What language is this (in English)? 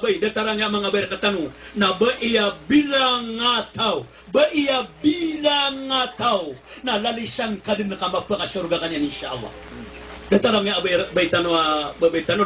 Maranao